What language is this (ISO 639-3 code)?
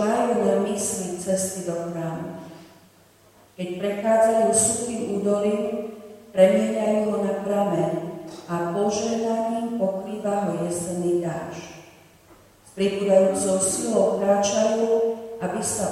slk